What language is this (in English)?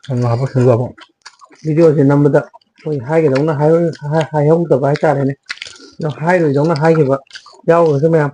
Manipuri